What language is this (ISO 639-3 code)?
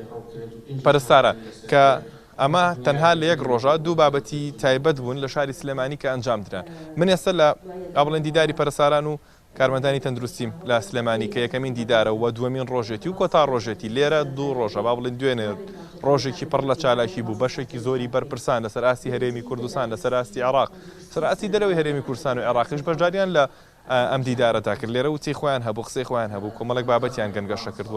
ckb